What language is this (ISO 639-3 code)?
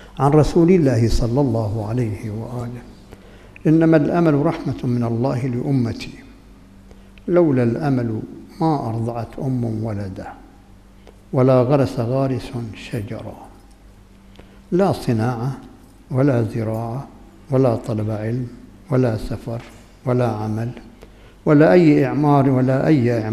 ara